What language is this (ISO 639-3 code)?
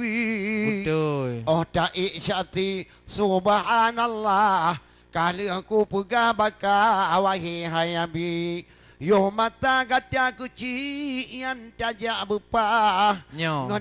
ace